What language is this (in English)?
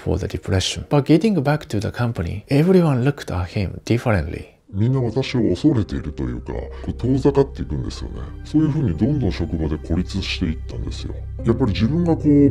Japanese